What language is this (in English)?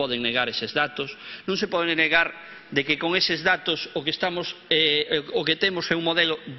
Galician